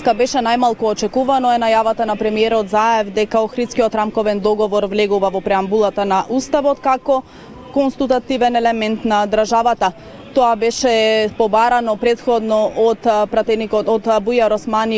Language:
Macedonian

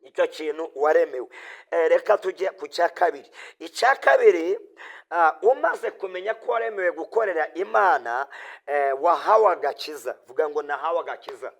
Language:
Kinyarwanda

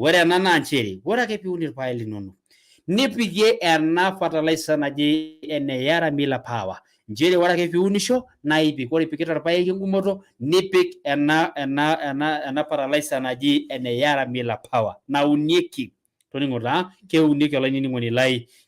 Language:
Masai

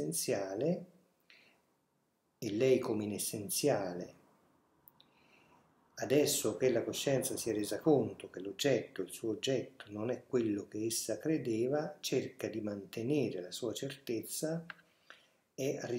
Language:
Italian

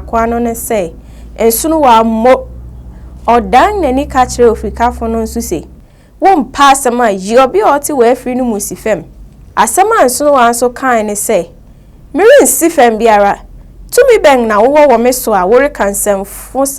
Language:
Akan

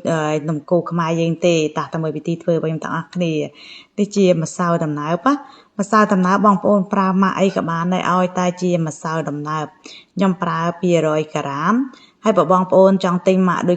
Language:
Khmer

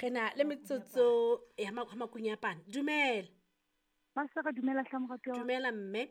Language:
Southern Sotho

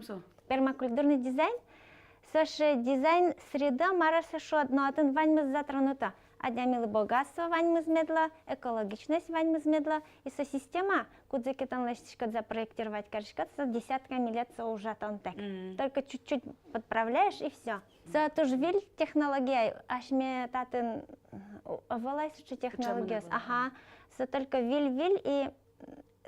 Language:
Udmurt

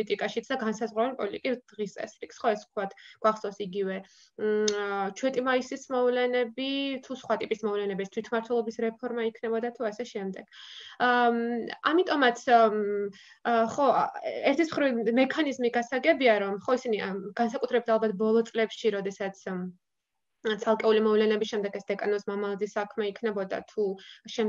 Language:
Georgian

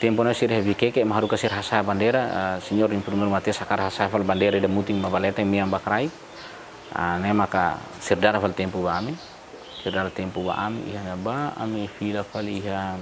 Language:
Tetum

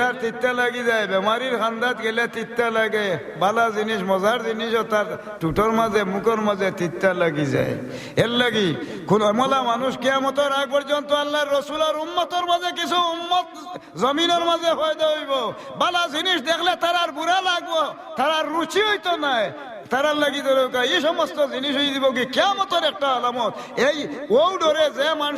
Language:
Sylheti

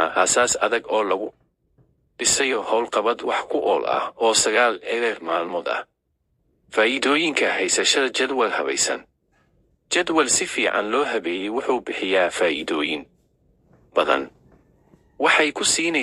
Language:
Somali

